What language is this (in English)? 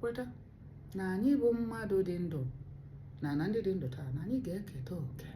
Igbo